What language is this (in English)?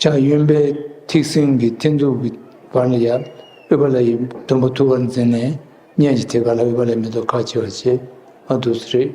Tibetan